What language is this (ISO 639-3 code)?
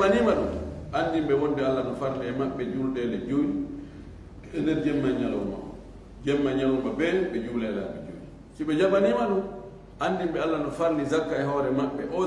ful